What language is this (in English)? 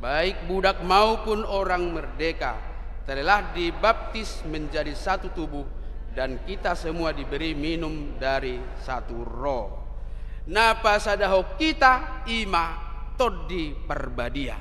Batak Toba